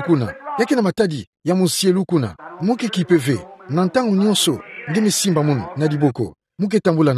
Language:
Kituba (Democratic Republic of Congo)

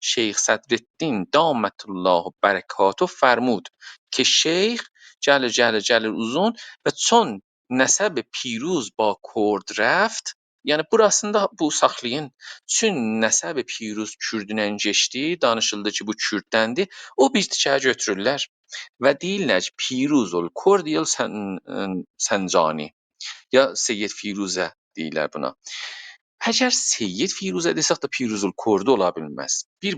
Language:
South Azerbaijani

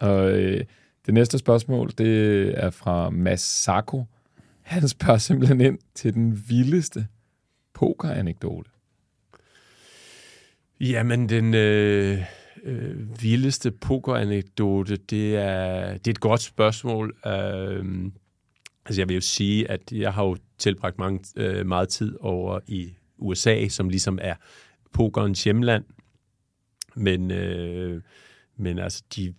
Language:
Danish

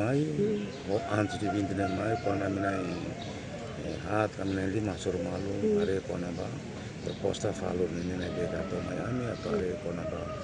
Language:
Tetum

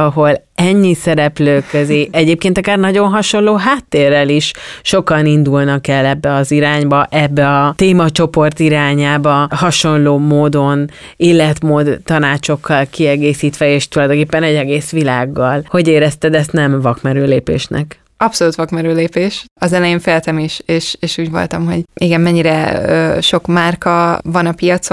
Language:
Hungarian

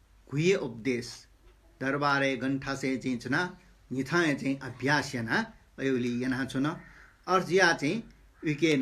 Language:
Newari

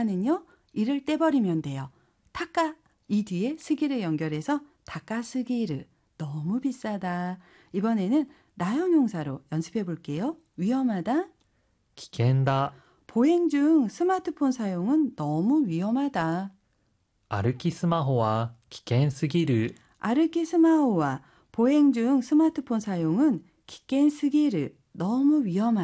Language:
Korean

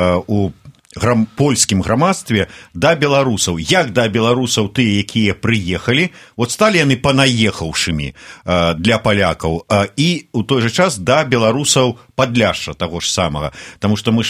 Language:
Belarusian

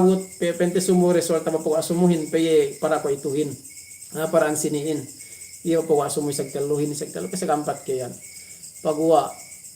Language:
Yakan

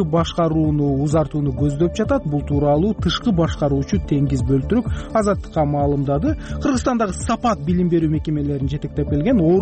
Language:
Kyrgyz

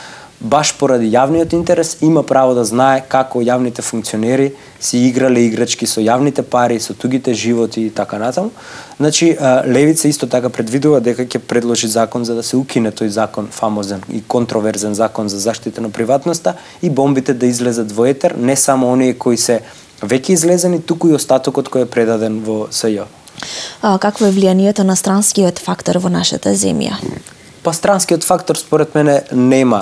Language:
Macedonian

